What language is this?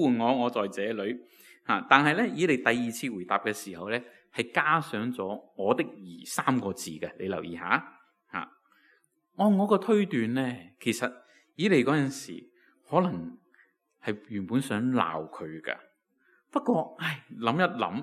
Cantonese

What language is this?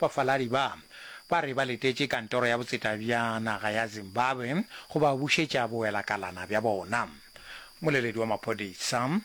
Northern Sotho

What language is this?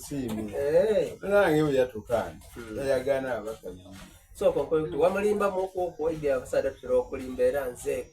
Soga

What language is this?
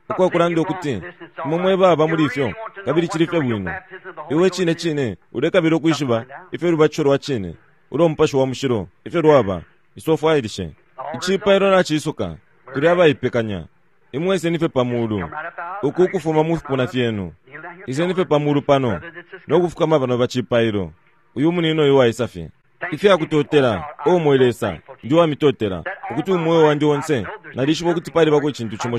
Bemba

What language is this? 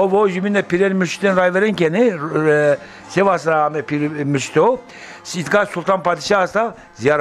Zaza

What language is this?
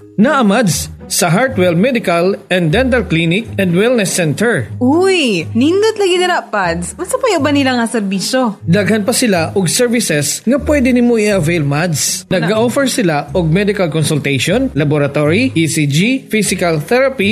Cebuano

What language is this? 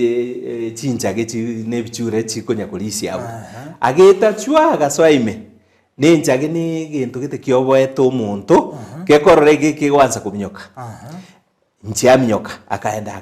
Gusii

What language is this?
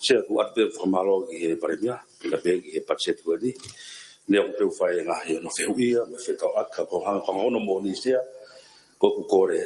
Tongan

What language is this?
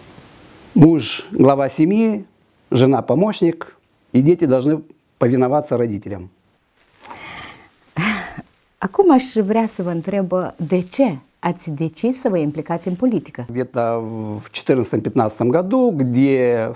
Russian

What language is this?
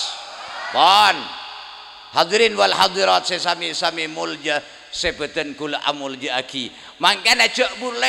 Madurese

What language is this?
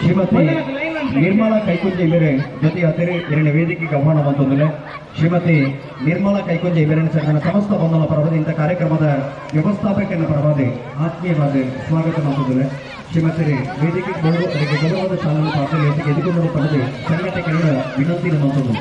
Tulu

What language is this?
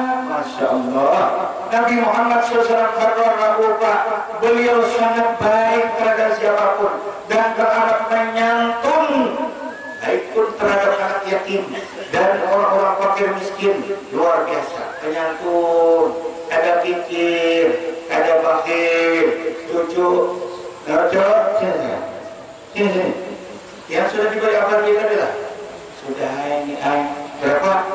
Banjar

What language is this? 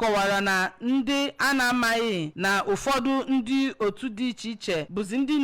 Igbo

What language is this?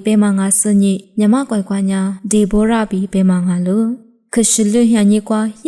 Lisu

